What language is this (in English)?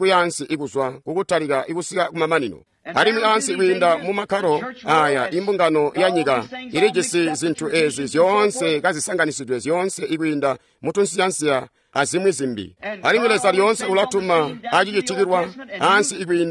Tonga (Zambia)